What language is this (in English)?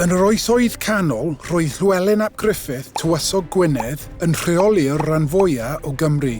Welsh